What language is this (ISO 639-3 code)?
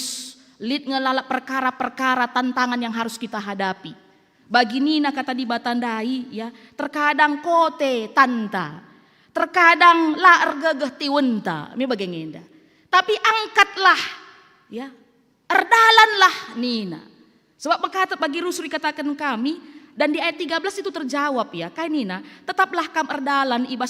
btx